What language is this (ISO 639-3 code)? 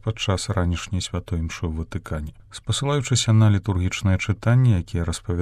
bel